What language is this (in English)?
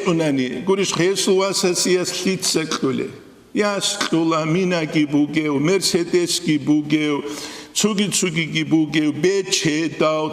Avaric